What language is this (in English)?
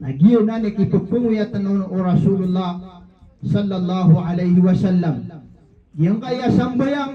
Maranao